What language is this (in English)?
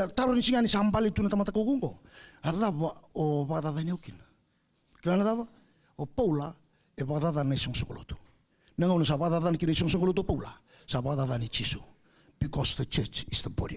Fijian